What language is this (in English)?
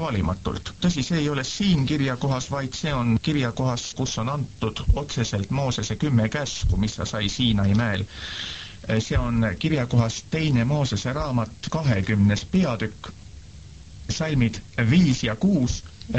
Estonian